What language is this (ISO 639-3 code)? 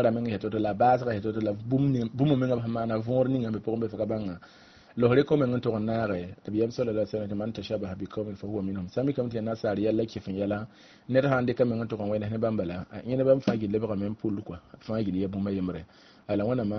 mos